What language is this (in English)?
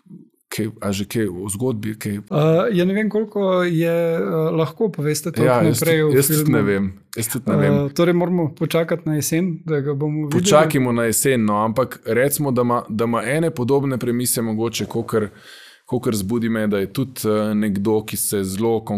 Slovenian